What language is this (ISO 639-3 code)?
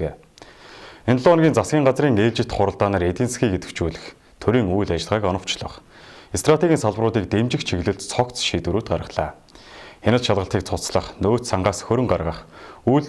mon